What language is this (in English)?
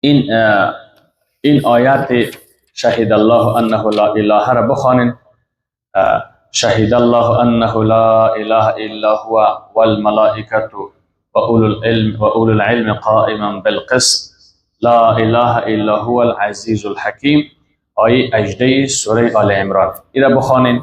Persian